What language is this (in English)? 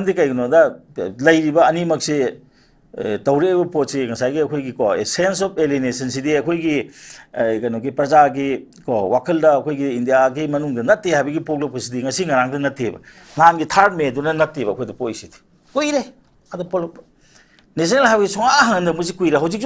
Manipuri